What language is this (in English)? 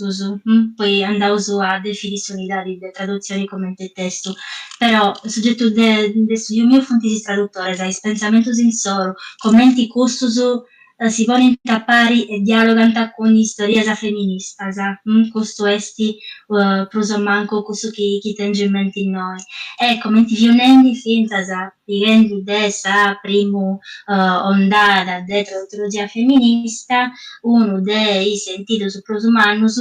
Sardinian